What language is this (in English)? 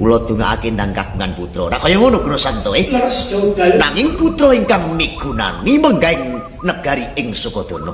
Javanese